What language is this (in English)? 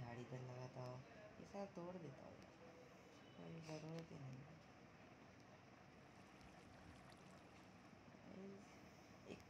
Hindi